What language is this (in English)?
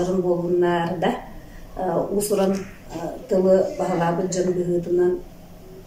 Yakut